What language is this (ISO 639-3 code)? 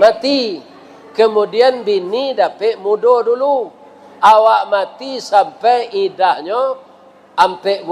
min